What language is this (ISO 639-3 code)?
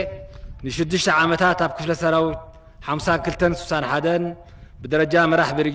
tir